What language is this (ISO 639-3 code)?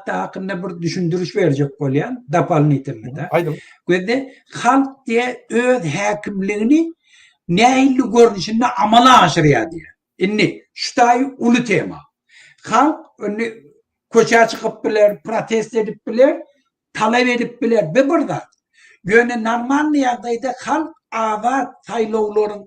tuk